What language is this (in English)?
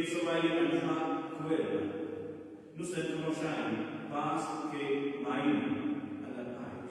Romansh